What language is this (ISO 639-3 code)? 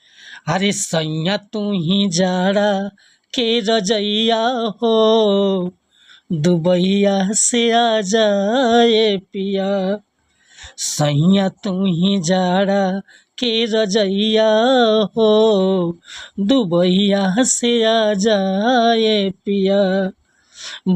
bho